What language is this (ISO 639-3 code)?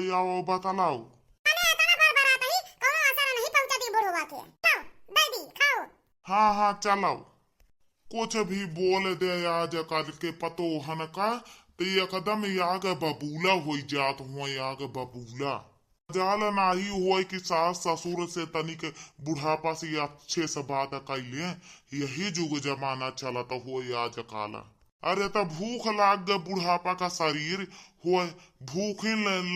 awa